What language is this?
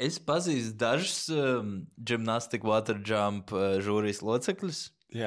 Latvian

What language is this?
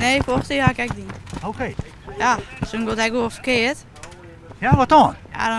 Western Frisian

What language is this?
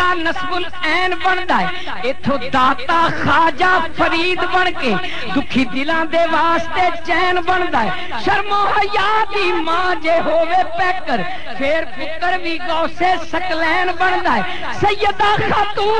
Western Panjabi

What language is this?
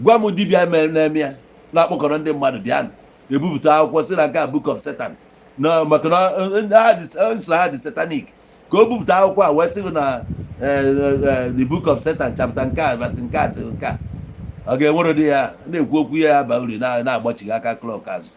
Igbo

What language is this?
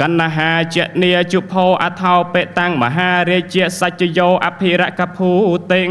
Khmer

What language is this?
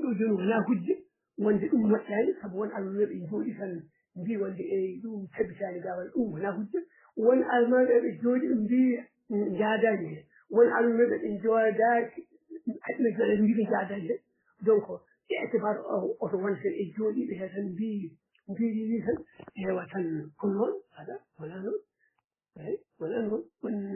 Fula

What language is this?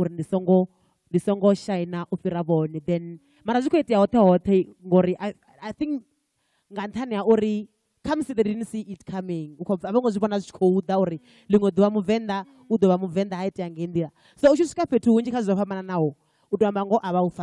Venda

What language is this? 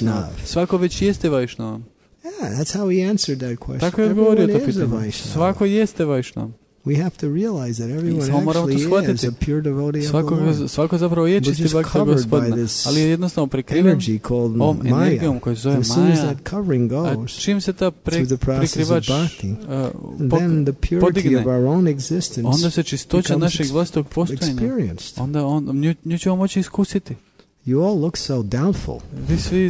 Croatian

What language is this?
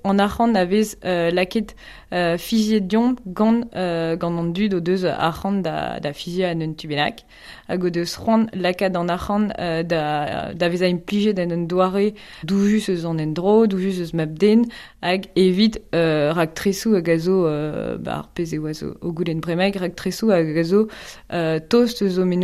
Breton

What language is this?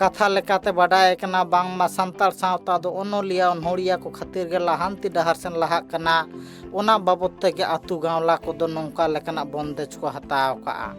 Santali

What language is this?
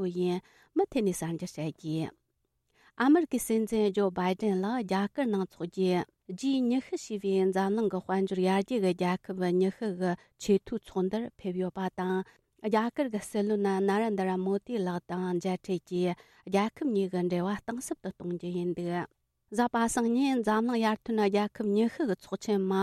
Tibetan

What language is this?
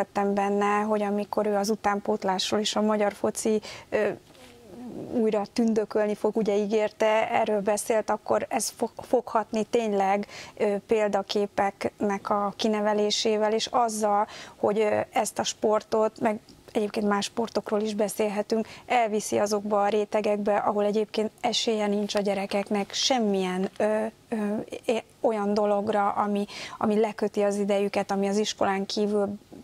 Hungarian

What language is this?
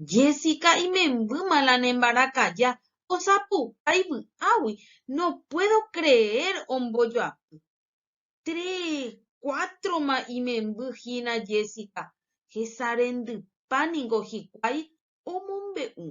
Guarani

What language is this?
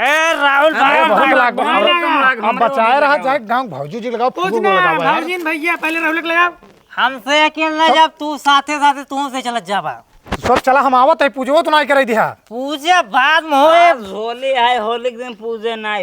Awadhi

